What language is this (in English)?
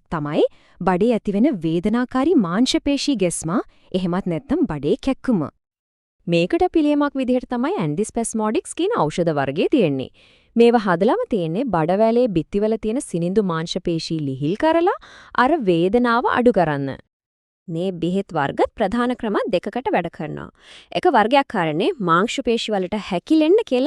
Sinhala